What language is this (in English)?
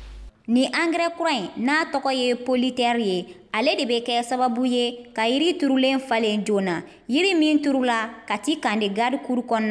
Bambara